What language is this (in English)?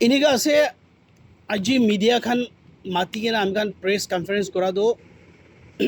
Naga Pidgin